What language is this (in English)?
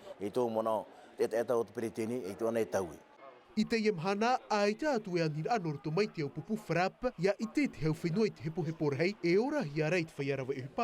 Tahitian